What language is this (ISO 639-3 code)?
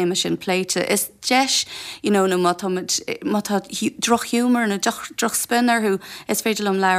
gle